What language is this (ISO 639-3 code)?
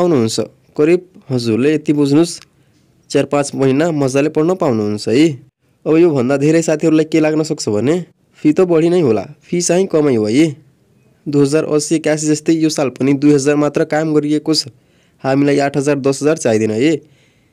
nep